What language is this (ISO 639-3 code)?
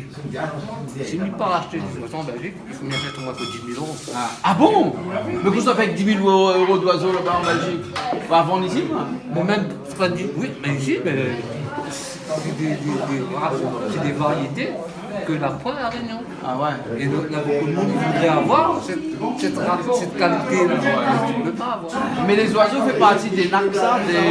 rcf